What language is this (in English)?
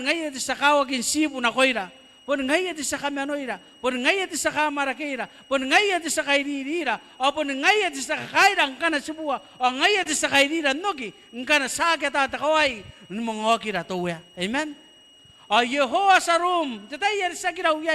Gilbertese